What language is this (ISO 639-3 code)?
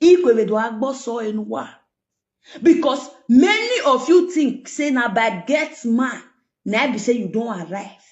pcm